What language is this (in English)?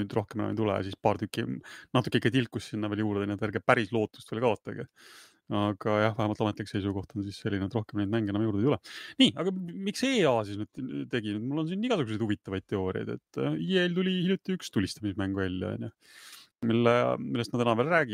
Estonian